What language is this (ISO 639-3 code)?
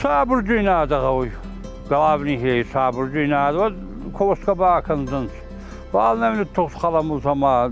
oss